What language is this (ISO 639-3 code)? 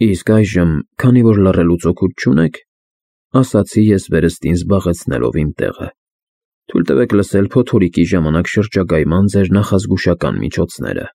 hye